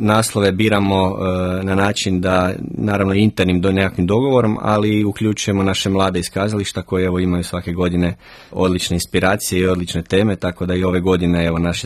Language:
Croatian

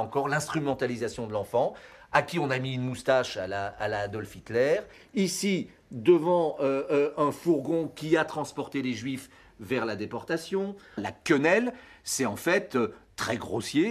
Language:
French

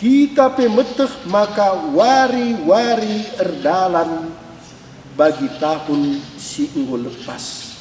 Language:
Batak Karo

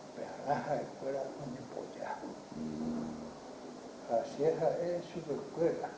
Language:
Guarani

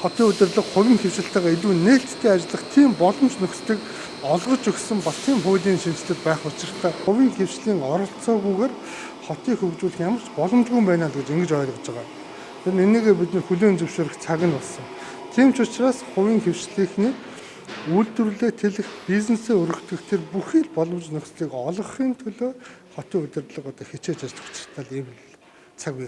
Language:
Mongolian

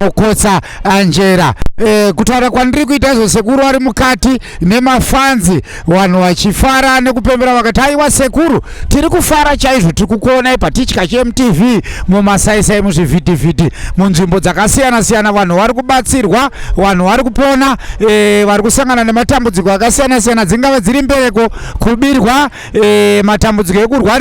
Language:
Shona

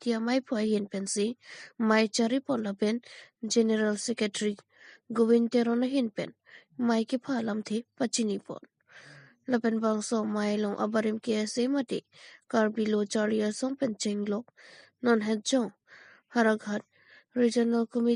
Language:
Karbi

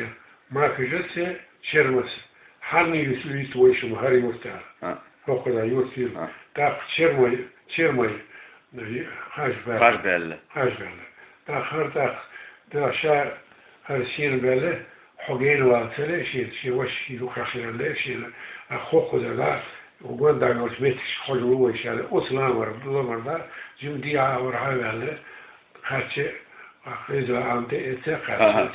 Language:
Chechen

